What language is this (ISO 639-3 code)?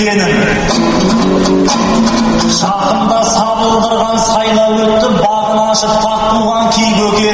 kaz